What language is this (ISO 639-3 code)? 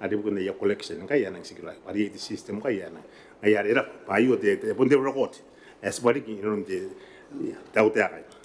gil